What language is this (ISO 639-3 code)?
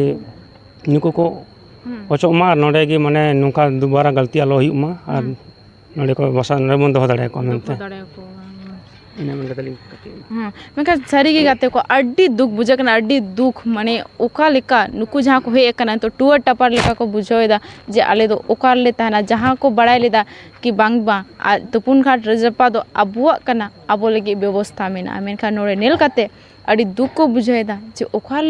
sat